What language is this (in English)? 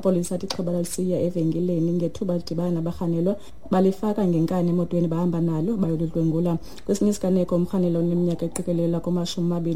Xhosa